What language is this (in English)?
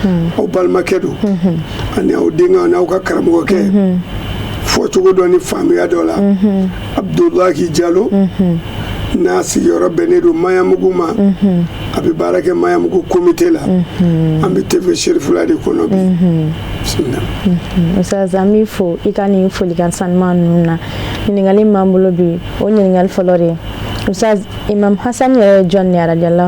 Bambara